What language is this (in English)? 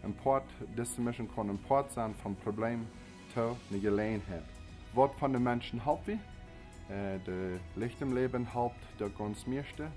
Plautdietsch